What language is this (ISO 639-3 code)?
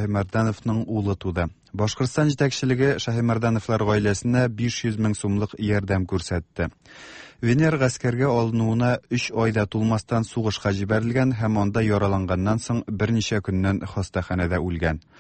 tat